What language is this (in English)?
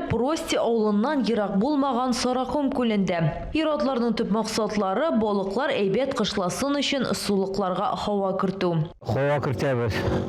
Tatar